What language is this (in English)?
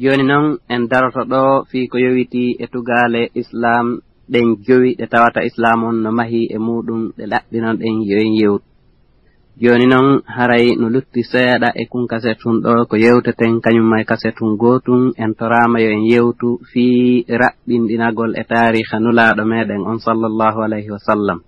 Fula